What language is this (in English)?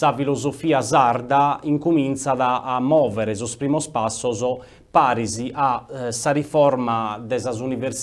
Sardinian